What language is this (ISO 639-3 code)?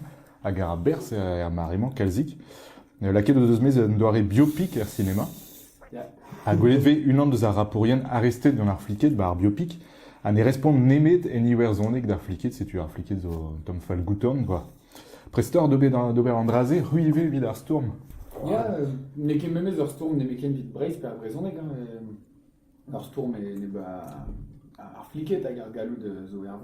bre